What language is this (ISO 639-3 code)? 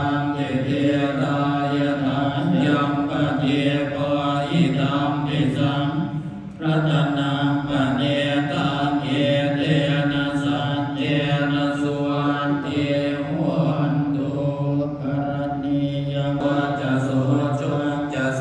pli